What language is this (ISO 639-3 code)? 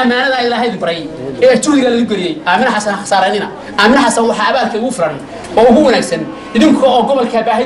som